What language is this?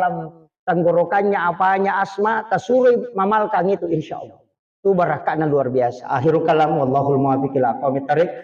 Buginese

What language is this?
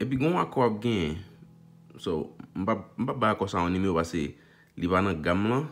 Haitian Creole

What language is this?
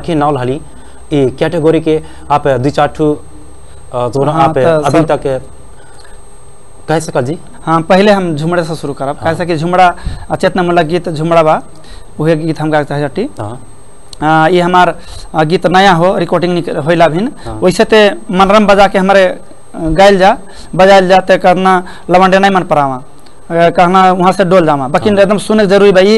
Bhojpuri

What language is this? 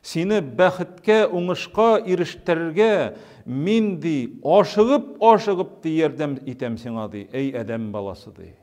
Tatar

